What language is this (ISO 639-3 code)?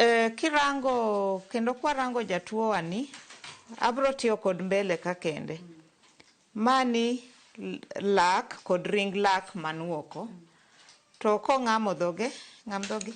luo